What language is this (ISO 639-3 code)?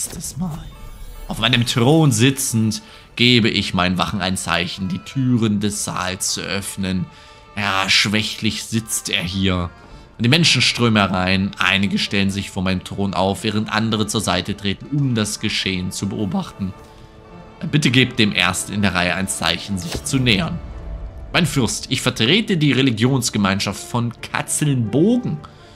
deu